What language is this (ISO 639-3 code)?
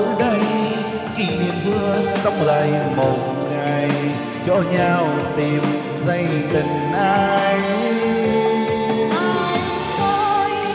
vie